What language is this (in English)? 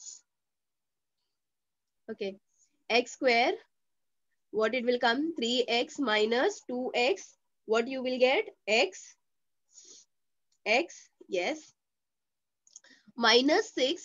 English